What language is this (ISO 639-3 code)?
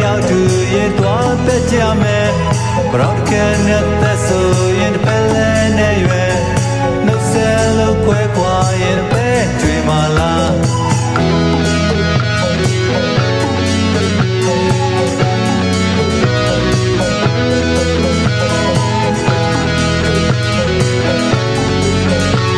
mya